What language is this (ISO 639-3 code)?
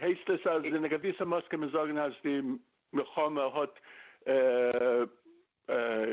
yid